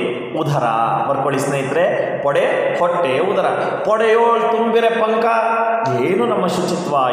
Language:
Kannada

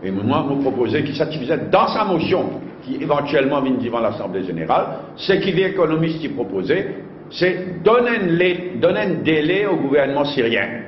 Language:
Morisyen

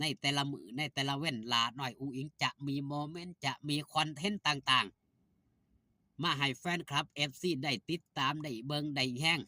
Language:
Northeastern Thai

